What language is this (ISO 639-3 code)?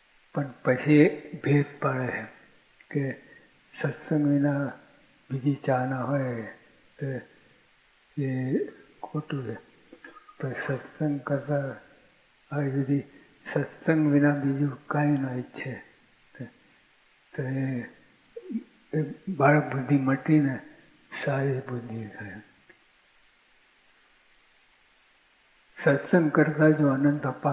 guj